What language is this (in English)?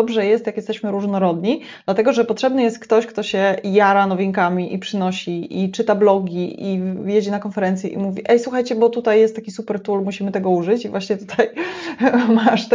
Polish